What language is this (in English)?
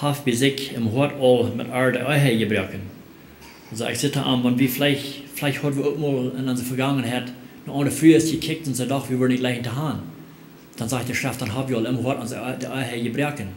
Plautdietsch